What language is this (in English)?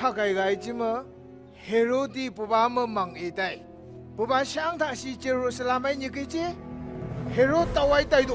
Phom Naga